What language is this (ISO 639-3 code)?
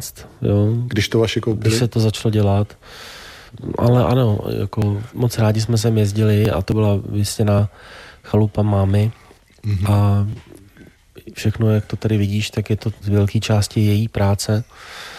ces